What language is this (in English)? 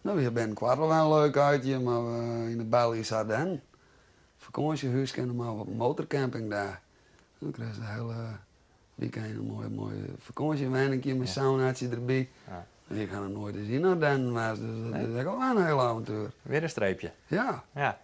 Western Frisian